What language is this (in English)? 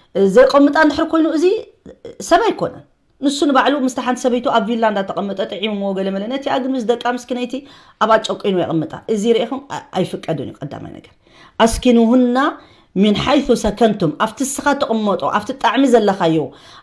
Tigrinya